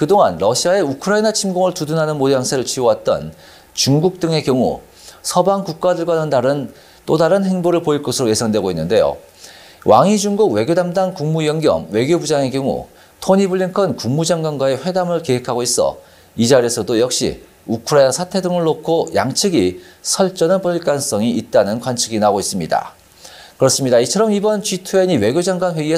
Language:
Korean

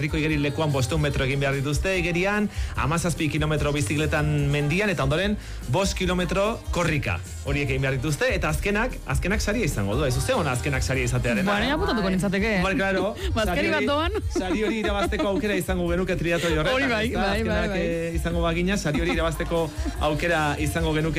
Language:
Basque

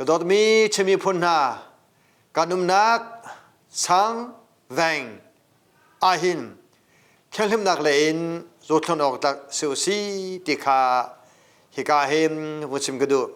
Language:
Hakha Chin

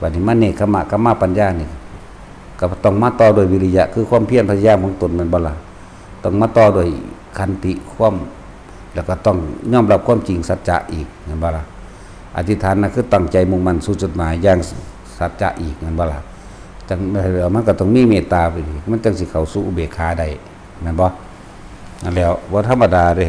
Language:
Lao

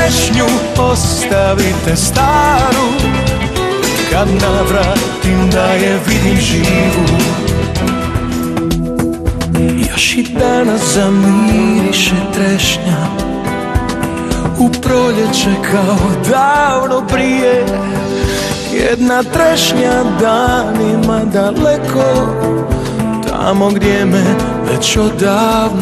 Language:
Serbian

